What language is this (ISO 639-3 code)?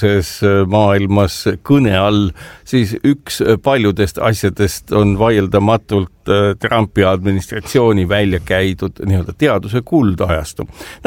est